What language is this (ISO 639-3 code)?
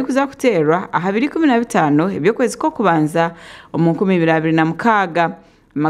nyn